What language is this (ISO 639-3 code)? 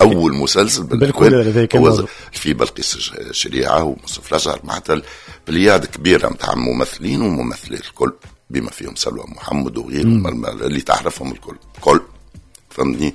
aeb